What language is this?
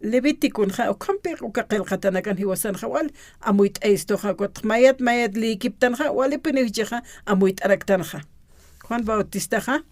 Aymara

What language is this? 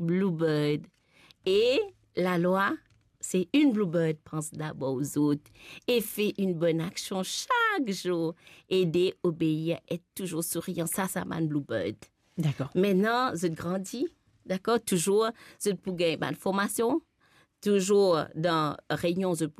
Morisyen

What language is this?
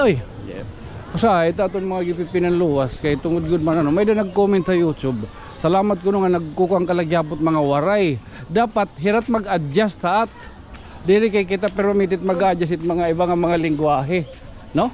Waray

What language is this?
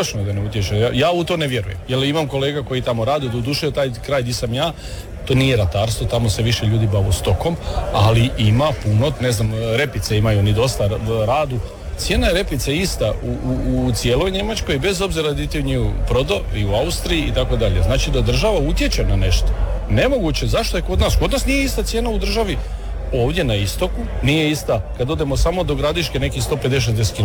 Croatian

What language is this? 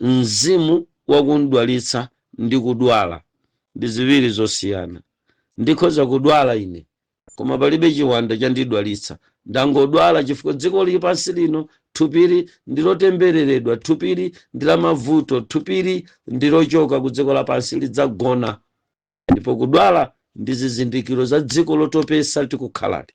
Nyanja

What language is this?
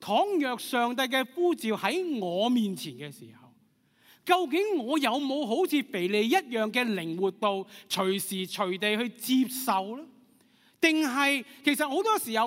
Cantonese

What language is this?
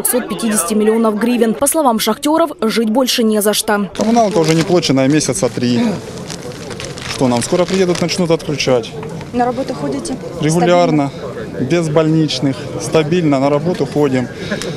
Russian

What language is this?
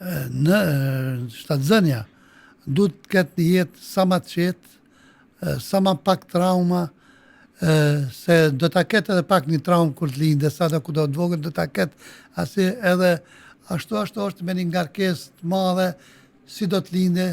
Albanian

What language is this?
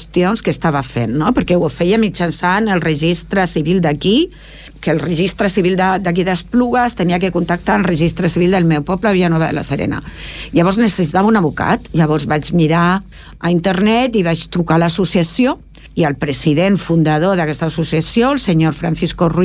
Catalan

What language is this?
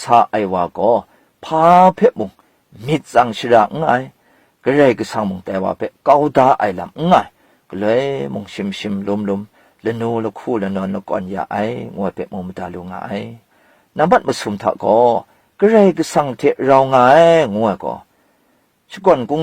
Kachin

